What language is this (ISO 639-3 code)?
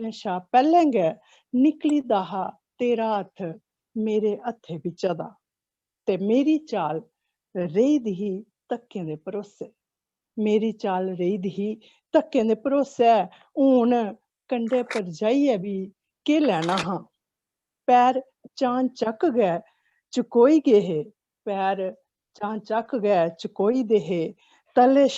doi